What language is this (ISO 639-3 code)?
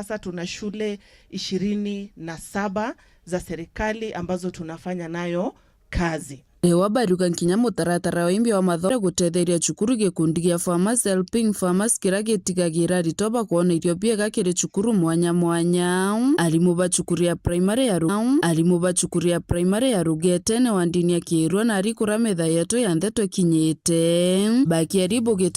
mer